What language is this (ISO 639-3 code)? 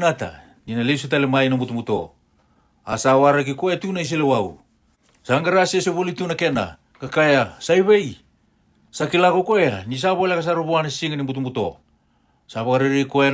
fij